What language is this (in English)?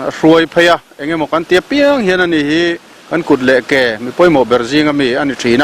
Mizo